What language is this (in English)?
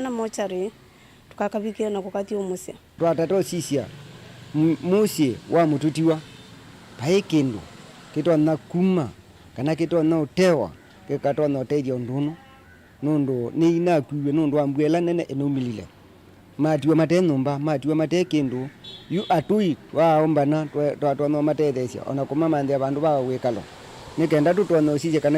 Kamba